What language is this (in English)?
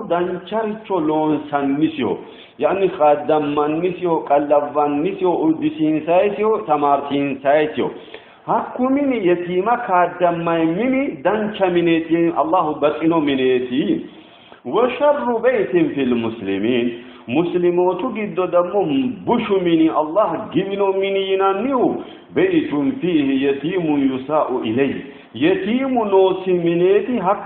Sidamo